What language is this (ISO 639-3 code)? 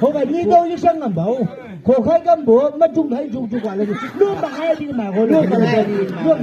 nbc